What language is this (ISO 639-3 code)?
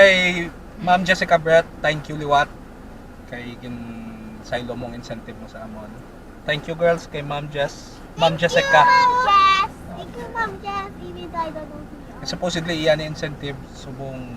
hil